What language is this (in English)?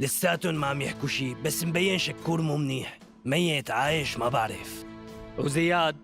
North Levantine Arabic